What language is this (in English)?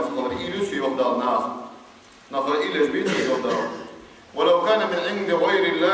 Ingush